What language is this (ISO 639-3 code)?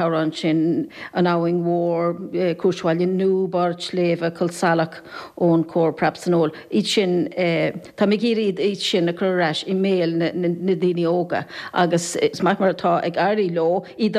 gle